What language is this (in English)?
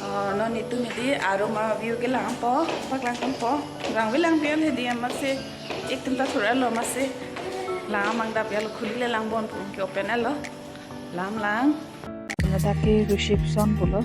Karbi